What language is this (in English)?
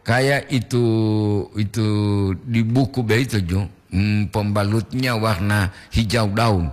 Gorontalo